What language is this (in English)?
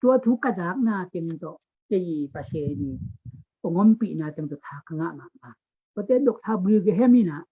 Tedim Chin